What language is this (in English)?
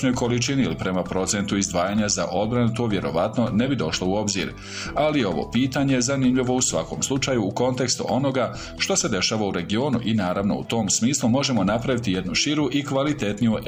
Bosnian